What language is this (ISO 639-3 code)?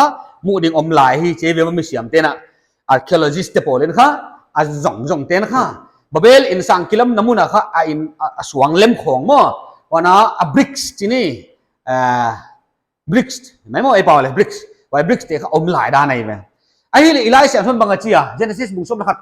pck